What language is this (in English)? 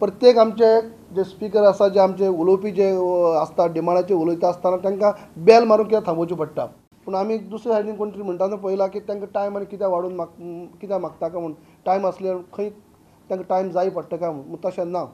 Konkani